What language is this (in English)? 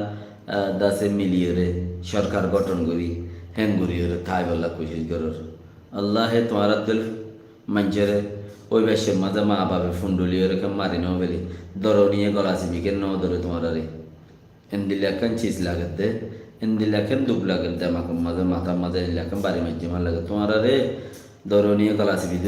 Rohingya